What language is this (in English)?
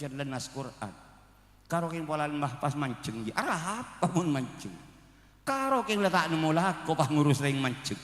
Madurese